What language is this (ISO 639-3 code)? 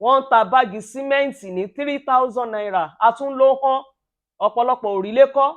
yor